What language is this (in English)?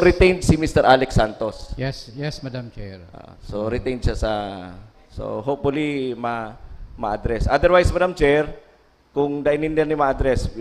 Bikol